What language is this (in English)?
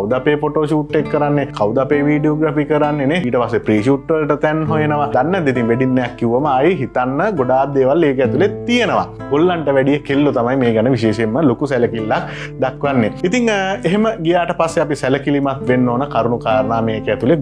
Sinhala